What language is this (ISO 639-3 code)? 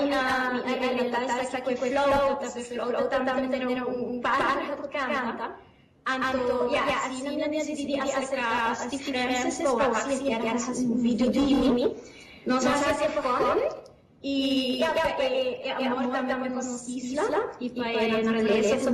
pap